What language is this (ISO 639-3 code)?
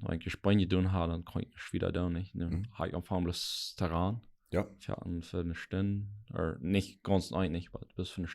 pdt